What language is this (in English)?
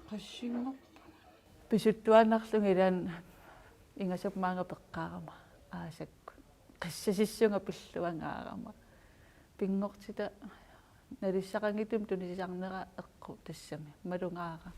Kalaallisut